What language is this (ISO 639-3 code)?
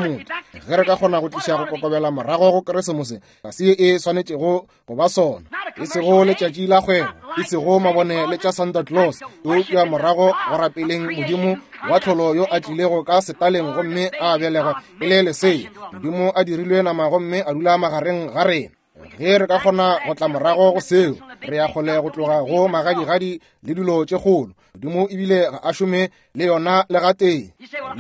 nso